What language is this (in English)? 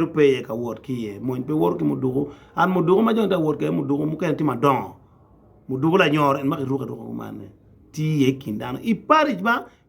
Acoli